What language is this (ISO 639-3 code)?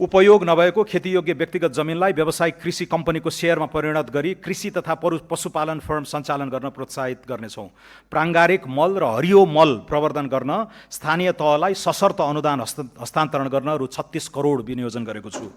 nep